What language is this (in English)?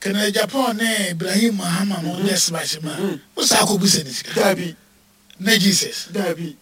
Akan